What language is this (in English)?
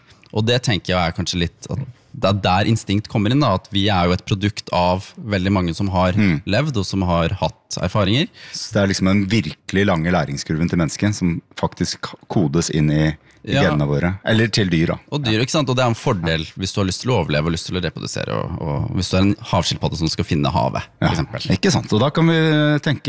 Norwegian